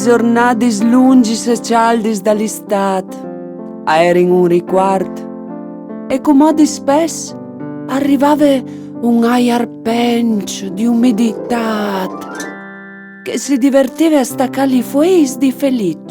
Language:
Friulian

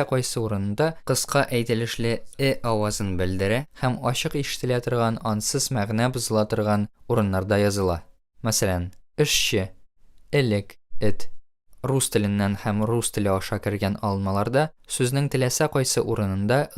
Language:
Tatar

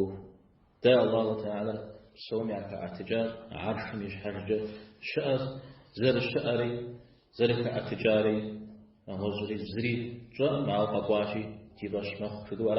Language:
Kabardian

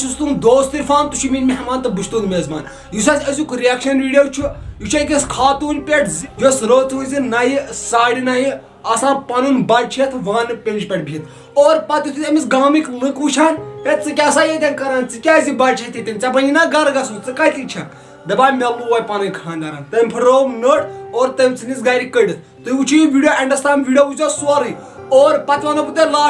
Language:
Kashmiri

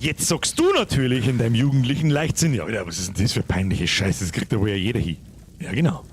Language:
Bavarian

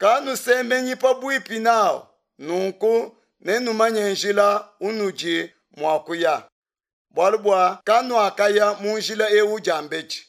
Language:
Luba-Lulua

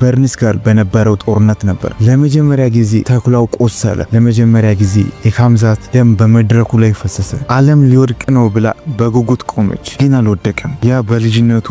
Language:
Amharic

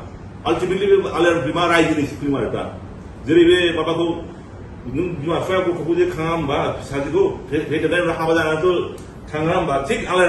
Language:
Bodo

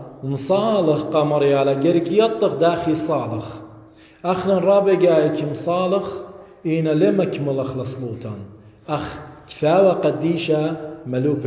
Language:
Assyrian Neo-Aramaic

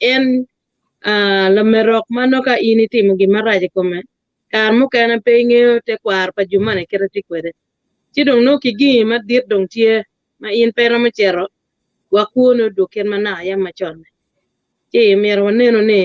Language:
Acoli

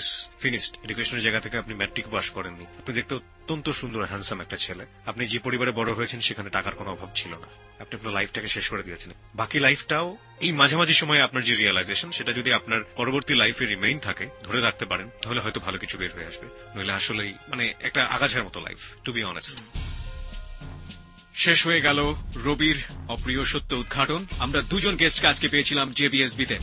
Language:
Bangla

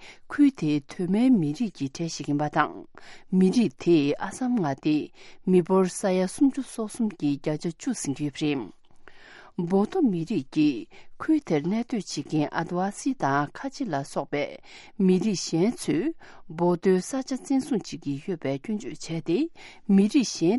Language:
Tibetan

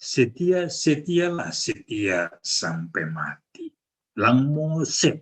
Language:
Batak Simalungun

